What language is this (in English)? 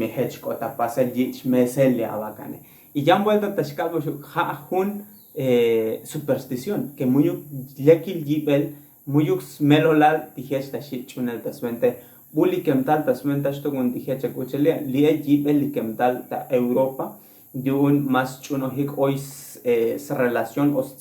Tzotzil